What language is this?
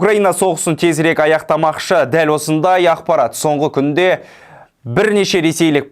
Kazakh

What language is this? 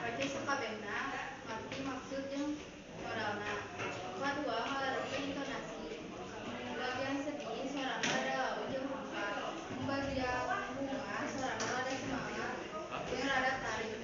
Sundanese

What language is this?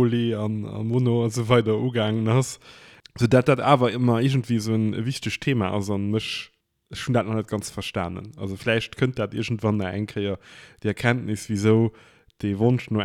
Luxembourgish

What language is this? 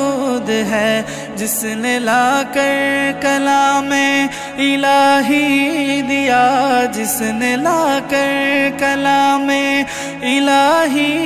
Urdu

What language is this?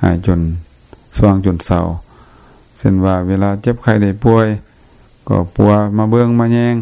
Lao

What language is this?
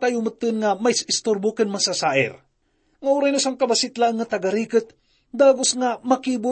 Iloko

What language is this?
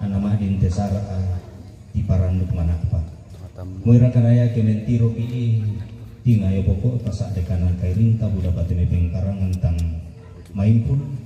Toraja-Sa'dan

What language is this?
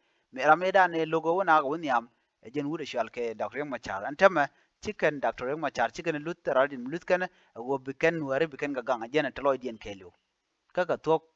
Nuer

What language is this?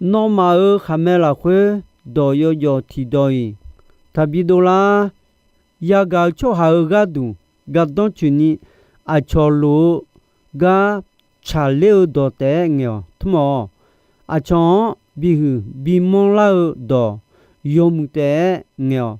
Akha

